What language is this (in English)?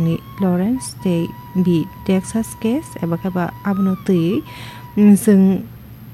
Kok Borok